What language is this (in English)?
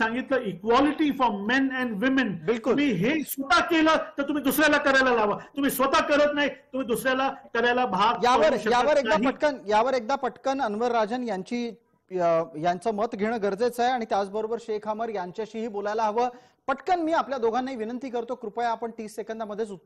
Marathi